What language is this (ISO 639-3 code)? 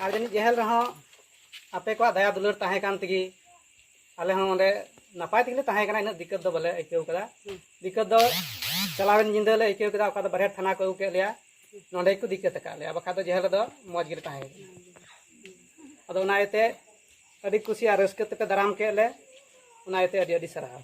sat